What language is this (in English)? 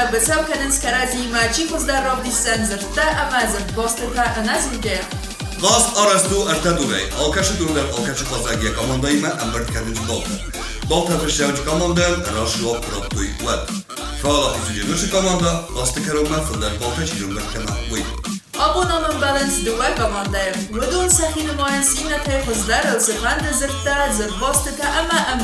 Ossetic